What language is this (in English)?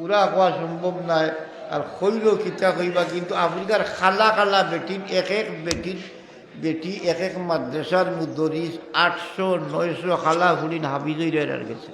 Sylheti